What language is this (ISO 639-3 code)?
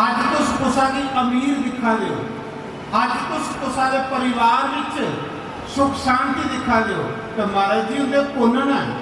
doi